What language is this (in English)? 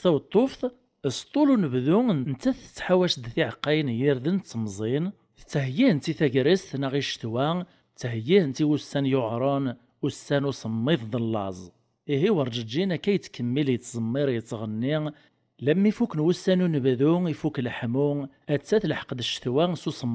Kabyle